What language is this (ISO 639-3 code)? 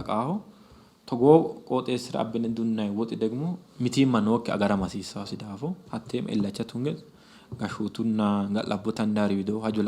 sid